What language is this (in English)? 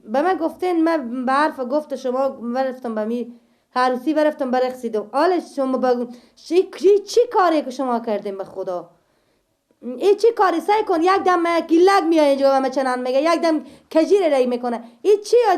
Persian